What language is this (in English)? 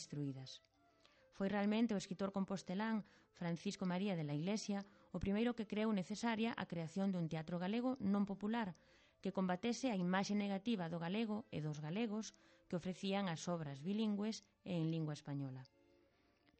Galician